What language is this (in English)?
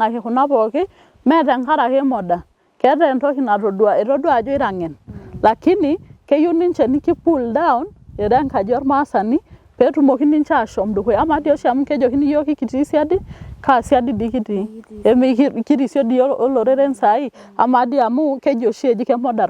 Masai